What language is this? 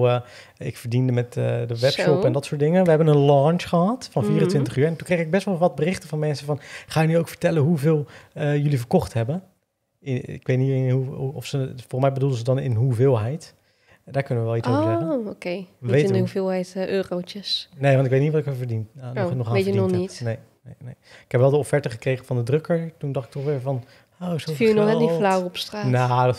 Dutch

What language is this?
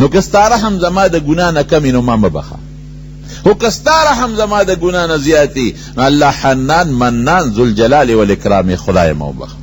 Pashto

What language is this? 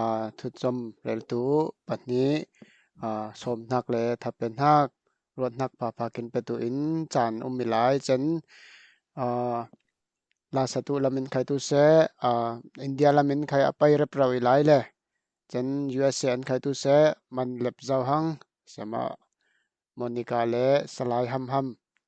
Falam Chin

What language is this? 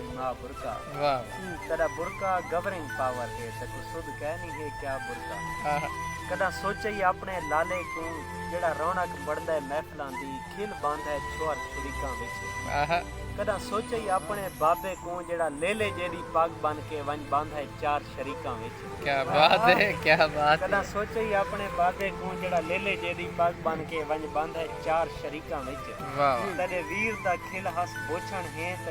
Saraiki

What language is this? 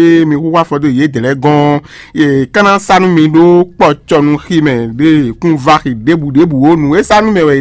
Fon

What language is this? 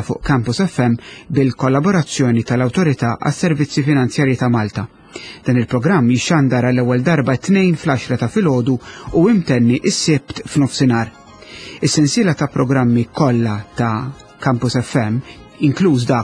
Maltese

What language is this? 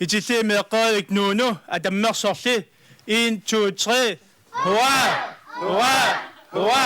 Kalaallisut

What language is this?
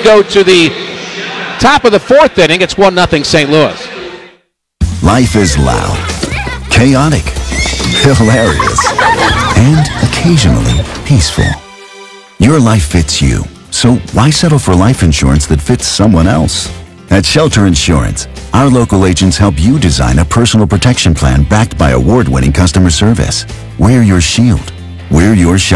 English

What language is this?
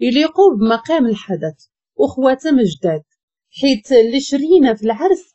Moroccan Arabic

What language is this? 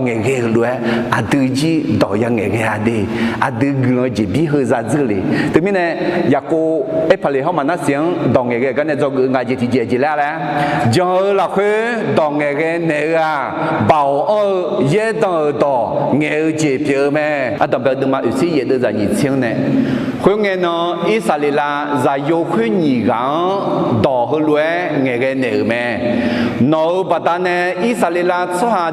Akha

